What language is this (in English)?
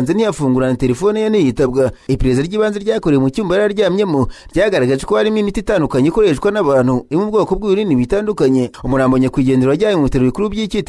Kinyarwanda